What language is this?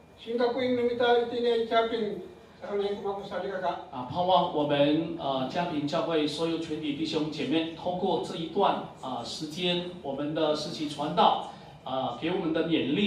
Chinese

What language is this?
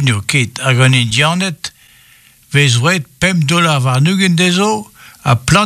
Breton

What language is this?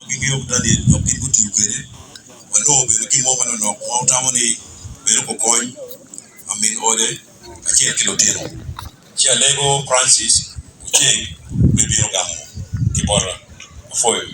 Acoli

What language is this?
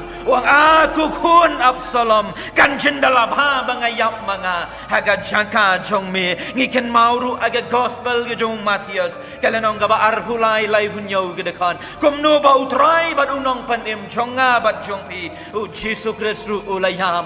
Khasi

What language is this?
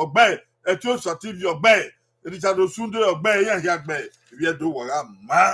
Bini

